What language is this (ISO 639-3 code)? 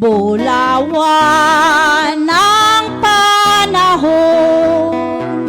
hil